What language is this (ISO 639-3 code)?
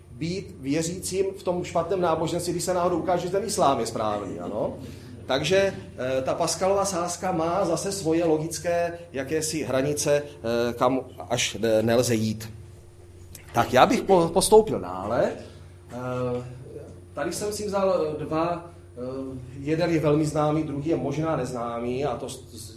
ces